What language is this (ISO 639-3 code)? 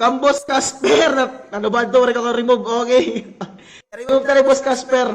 war